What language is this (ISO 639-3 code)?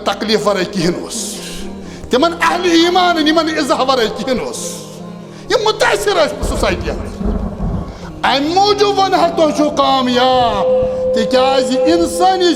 kas